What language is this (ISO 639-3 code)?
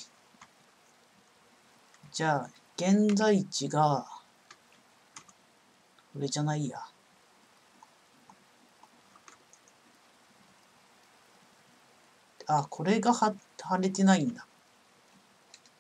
jpn